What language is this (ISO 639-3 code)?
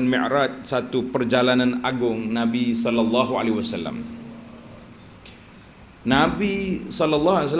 msa